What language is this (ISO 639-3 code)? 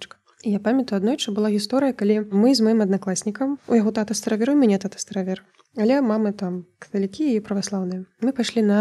bel